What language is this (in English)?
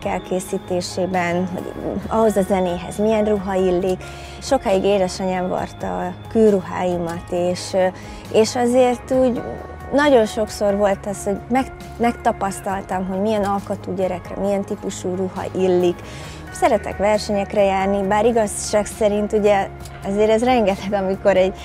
Hungarian